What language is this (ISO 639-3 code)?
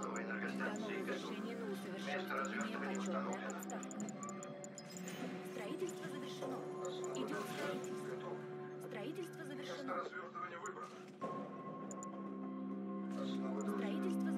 rus